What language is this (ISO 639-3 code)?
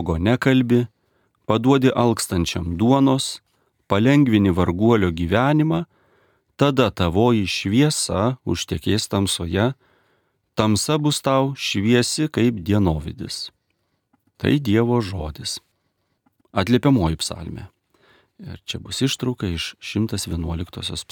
lit